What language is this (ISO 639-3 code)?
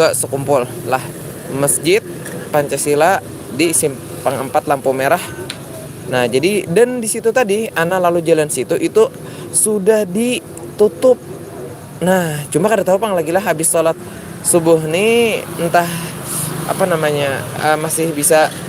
bjn